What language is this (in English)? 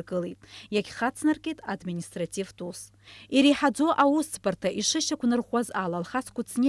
Abkhazian